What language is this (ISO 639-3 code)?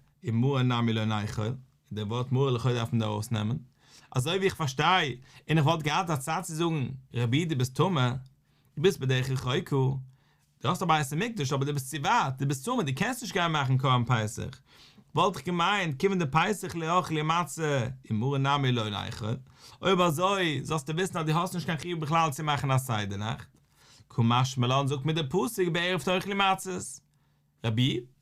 yid